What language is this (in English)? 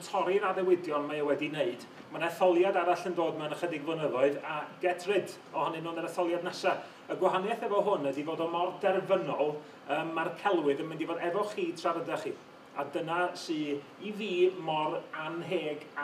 Welsh